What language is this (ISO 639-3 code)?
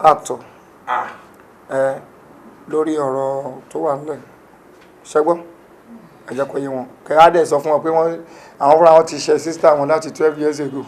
yor